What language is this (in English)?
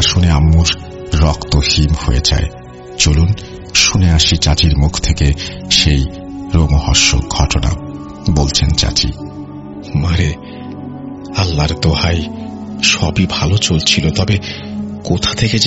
Bangla